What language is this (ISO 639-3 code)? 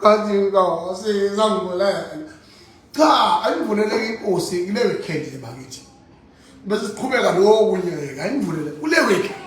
zul